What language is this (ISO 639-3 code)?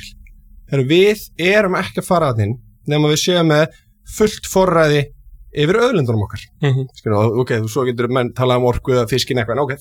isl